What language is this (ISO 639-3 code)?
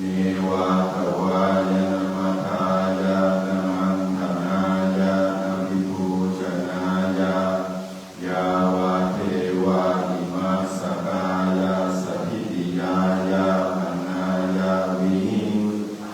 pli